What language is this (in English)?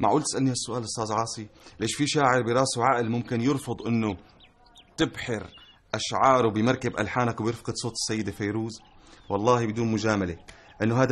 North Levantine Arabic